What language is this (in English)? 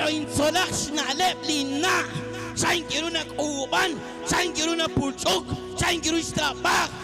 Kekchí